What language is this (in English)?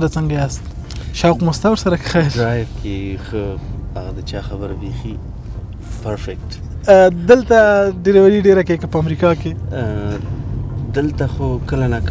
Pashto